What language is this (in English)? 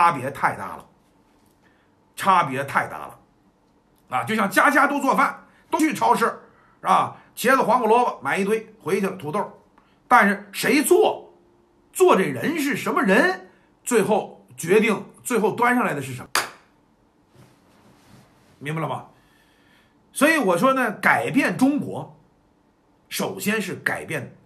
Chinese